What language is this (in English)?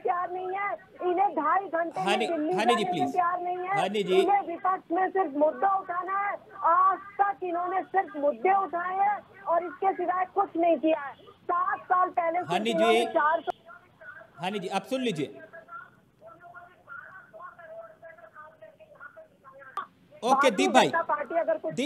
Hindi